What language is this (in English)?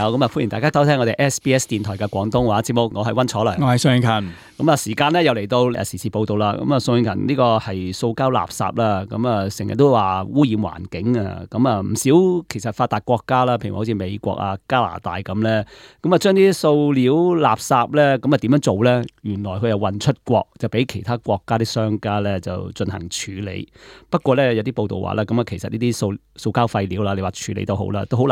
Cantonese